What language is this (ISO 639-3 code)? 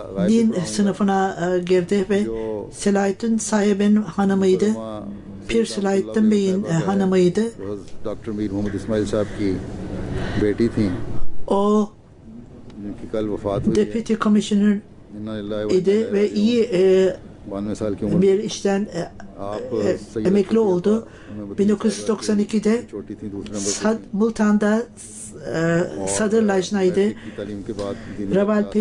tur